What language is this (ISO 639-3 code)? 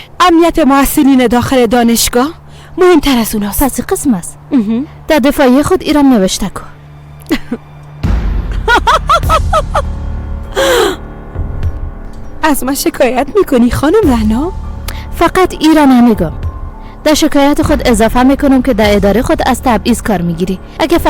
fas